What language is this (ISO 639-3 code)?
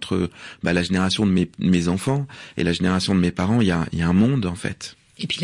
fra